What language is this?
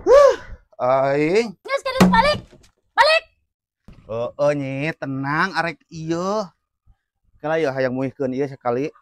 Sundanese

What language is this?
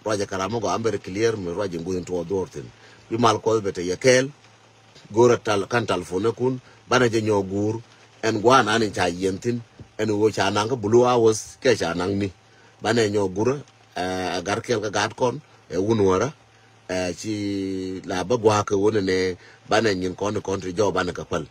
Nuer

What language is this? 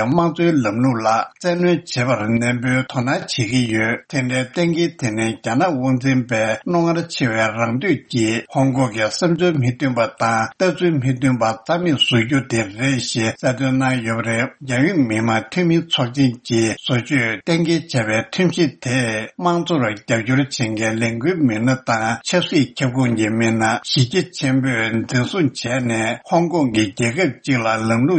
Tibetan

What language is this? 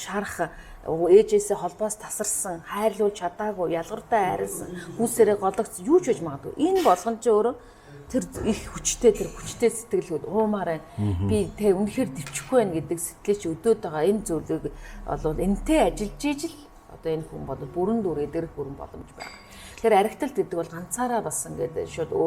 Mongolian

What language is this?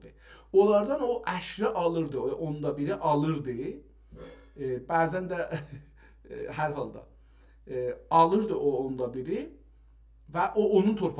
South Azerbaijani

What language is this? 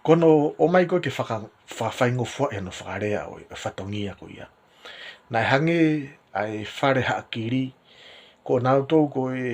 Tongan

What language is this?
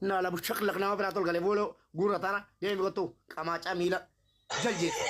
Oromo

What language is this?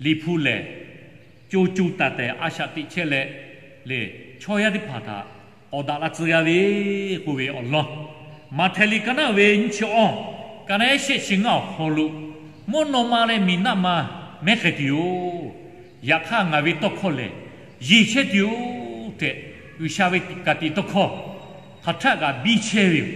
Lahu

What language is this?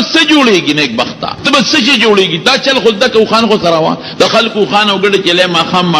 Pashto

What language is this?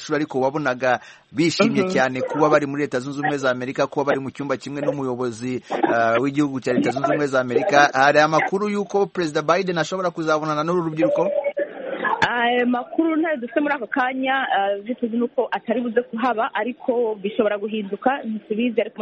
Kinyarwanda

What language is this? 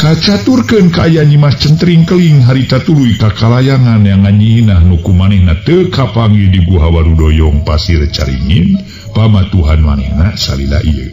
Sundanese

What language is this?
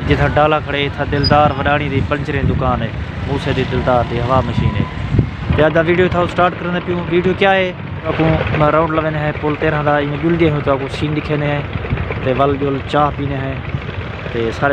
Saraiki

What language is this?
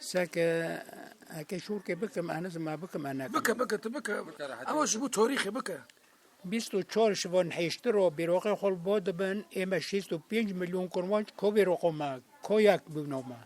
Kurdish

